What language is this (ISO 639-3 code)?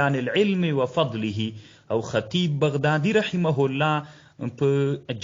pus